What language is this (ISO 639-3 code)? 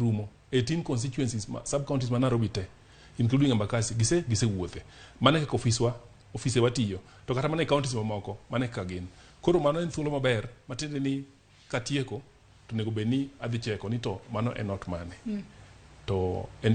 luo